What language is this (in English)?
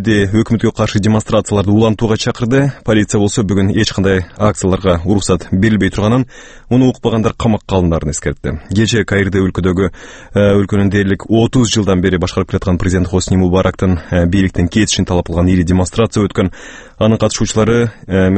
Kyrgyz